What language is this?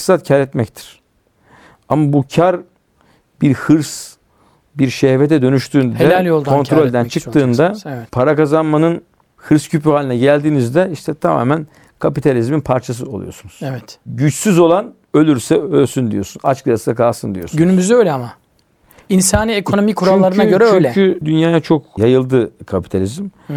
Turkish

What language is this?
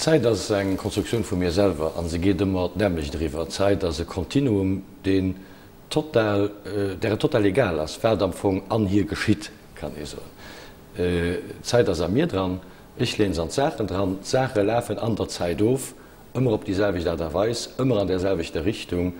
Luxembourgish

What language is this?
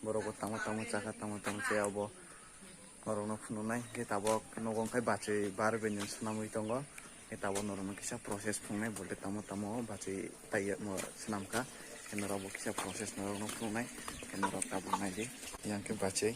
Kok Borok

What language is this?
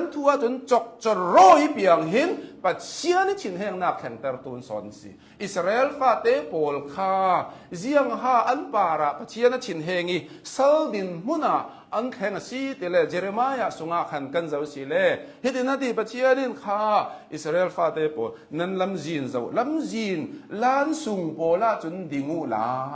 Hakha Chin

